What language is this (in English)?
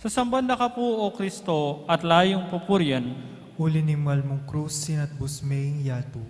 Pampanga